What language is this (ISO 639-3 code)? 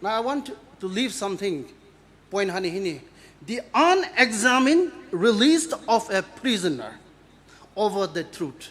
pmx